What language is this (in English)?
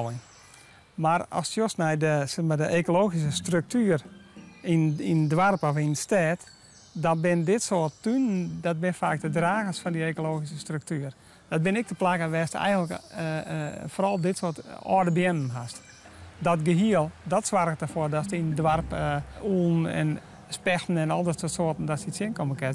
Western Frisian